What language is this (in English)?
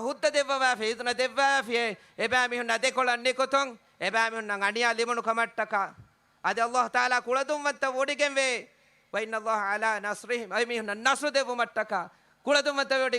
Divehi